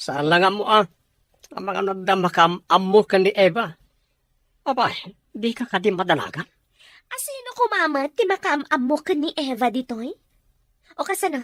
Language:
Iloko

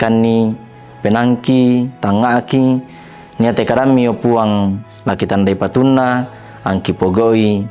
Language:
Toraja-Sa'dan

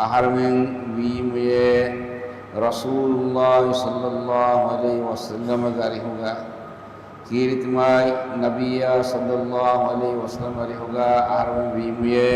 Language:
Divehi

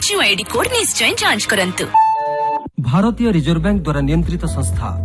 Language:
Odia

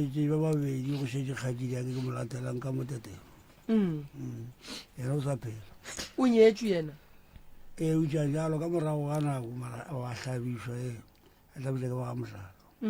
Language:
Northern Sotho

